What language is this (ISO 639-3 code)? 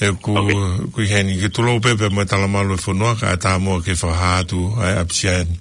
ton